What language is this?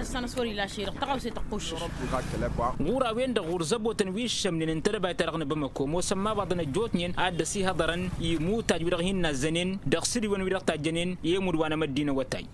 Tamasheq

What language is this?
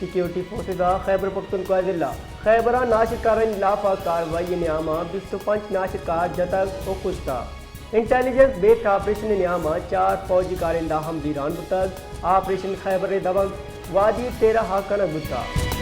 Baluchi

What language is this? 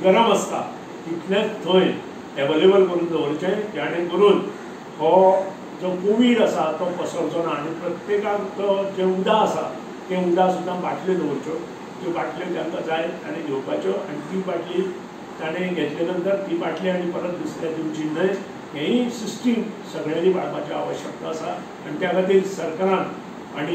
Konkani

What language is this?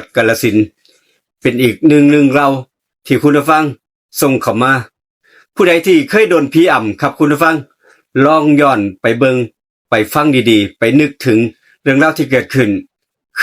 Northeastern Thai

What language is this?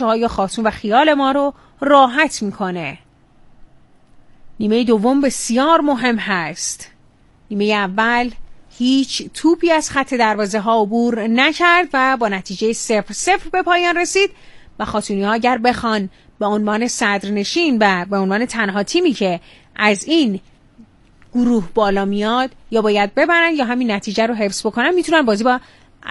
Persian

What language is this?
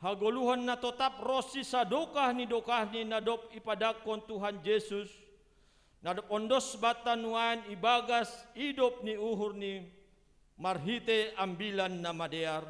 Batak Simalungun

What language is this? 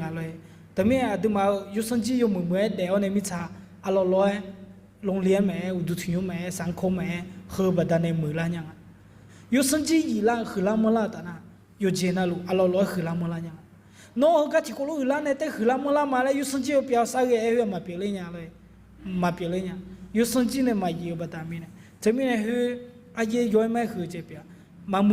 Akha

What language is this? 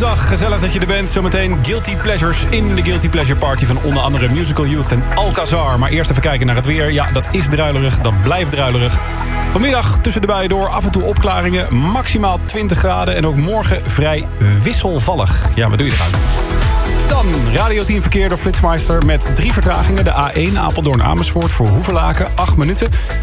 Dutch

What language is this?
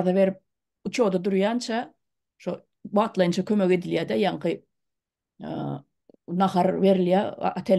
Turkmen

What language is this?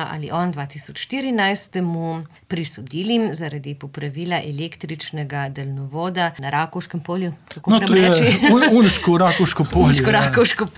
Slovenian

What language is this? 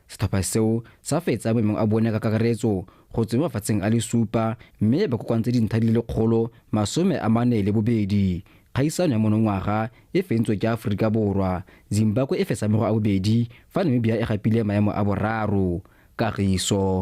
Tswana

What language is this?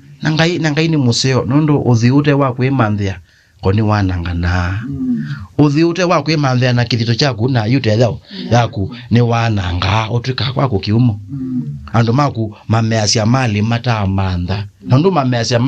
Kamba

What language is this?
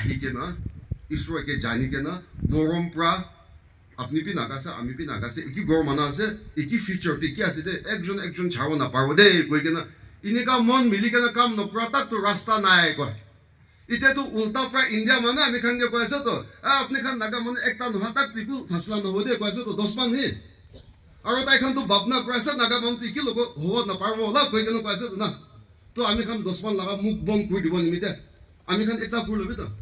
Naga Pidgin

